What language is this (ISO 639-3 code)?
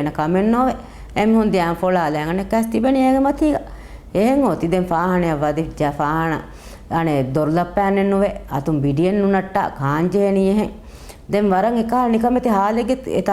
div